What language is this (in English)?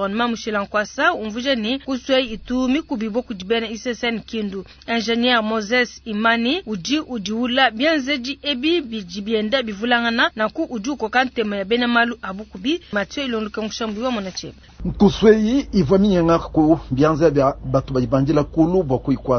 Luba-Lulua